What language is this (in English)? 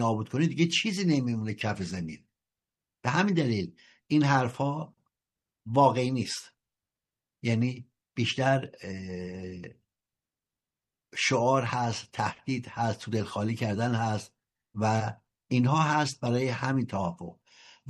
Persian